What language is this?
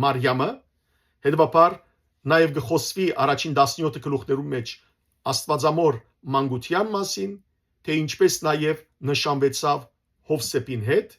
Western Armenian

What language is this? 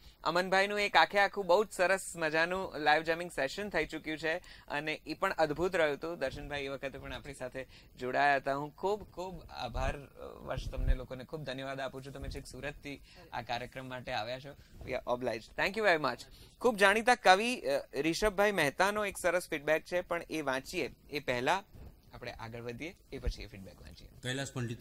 Gujarati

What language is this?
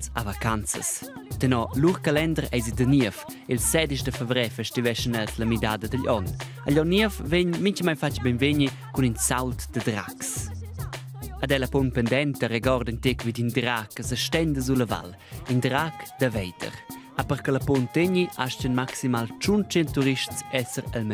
Romansh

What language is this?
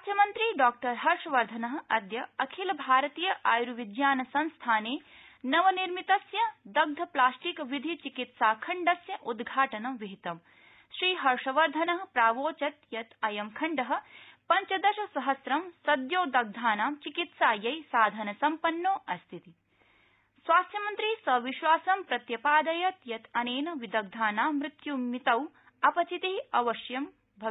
Sanskrit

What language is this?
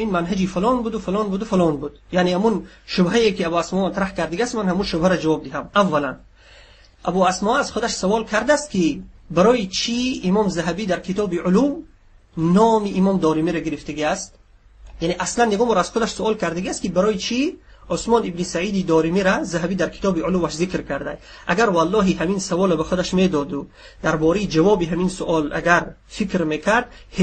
Tajik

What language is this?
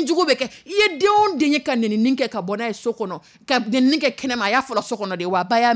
Dyula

